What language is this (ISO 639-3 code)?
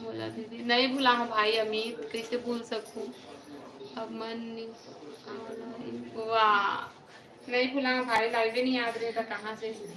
hne